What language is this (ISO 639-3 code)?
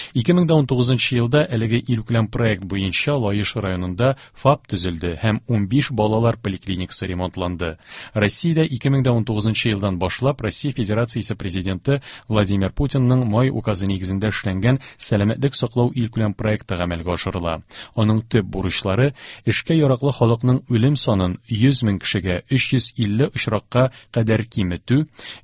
tat